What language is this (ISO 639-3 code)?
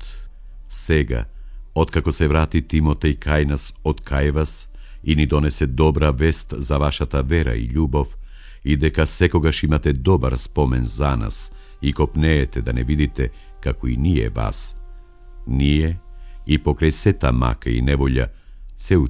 mkd